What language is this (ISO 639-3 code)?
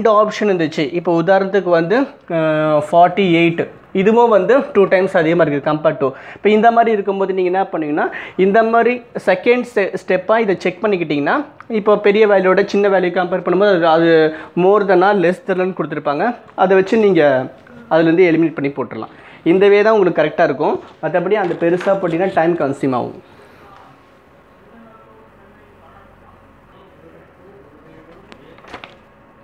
tam